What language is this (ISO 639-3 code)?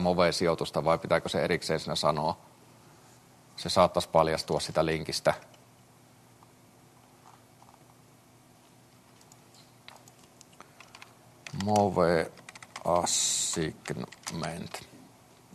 fin